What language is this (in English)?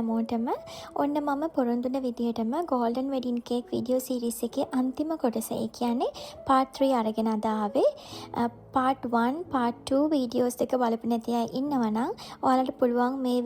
Sinhala